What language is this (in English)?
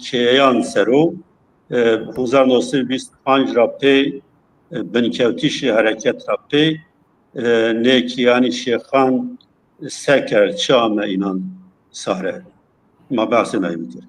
Zaza